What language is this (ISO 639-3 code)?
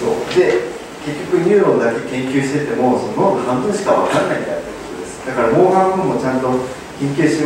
jpn